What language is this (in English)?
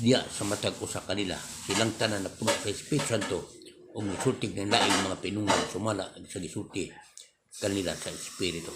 Cebuano